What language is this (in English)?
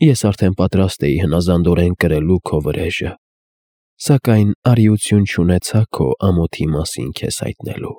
Armenian